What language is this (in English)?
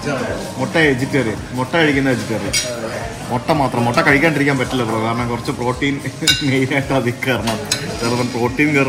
Malayalam